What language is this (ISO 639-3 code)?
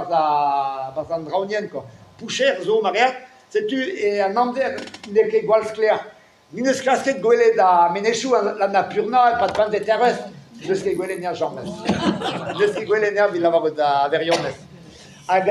bre